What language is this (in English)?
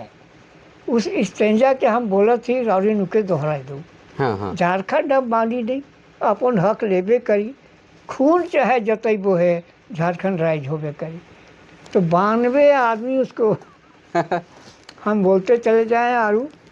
Sadri